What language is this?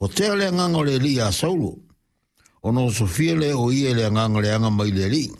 Samoan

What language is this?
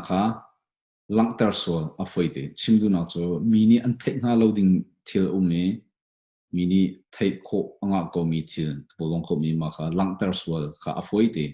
Hakha Chin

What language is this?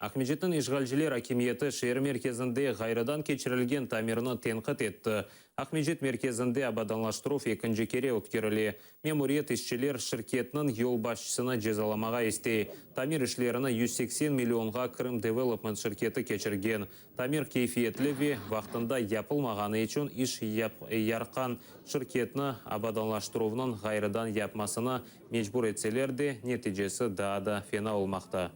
Crimean Tatar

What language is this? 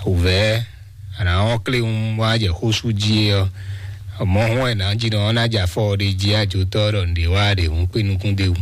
Fon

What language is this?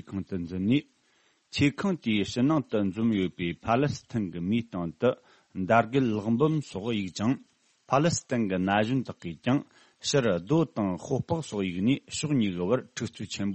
Tibetan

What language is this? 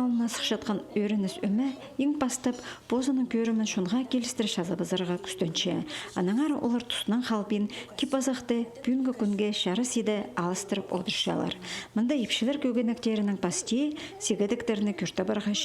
Khakas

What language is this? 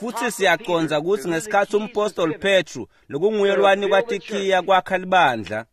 Swati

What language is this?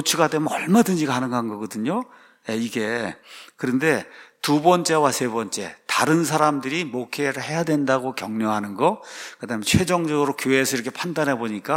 Korean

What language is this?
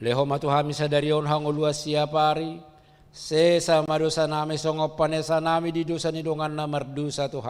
Batak Toba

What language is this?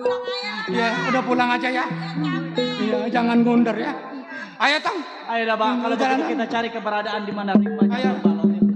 Betawi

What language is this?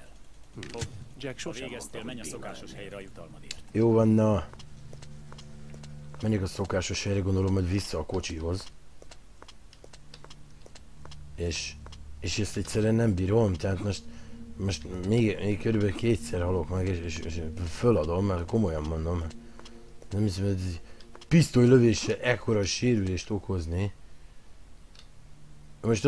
Hungarian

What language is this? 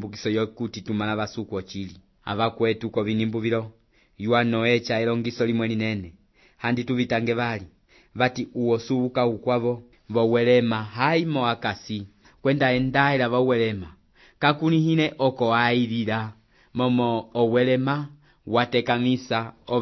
Umbundu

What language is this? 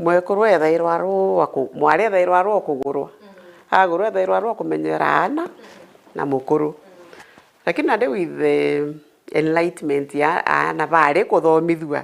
Meru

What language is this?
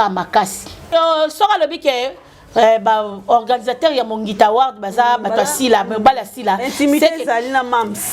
Lingala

